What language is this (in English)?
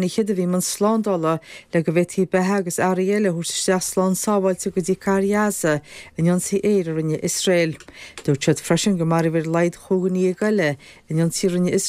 Irish